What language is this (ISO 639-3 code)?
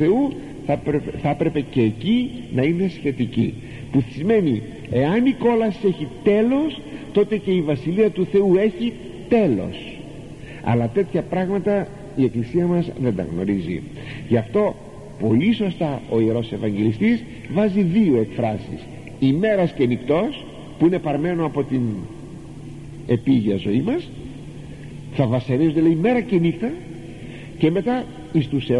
ell